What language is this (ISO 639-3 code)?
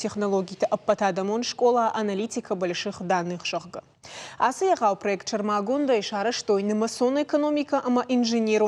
oss